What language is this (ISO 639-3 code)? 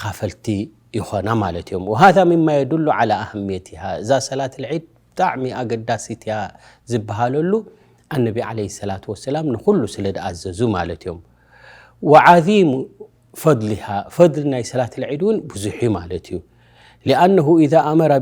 tir